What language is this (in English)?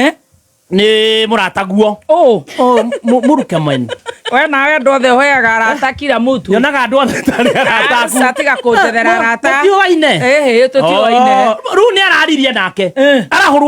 Kikuyu